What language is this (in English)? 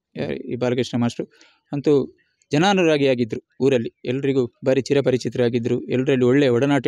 Kannada